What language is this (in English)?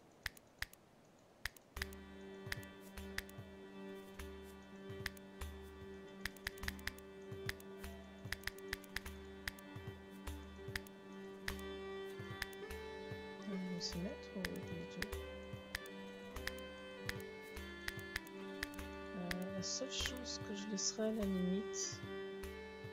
French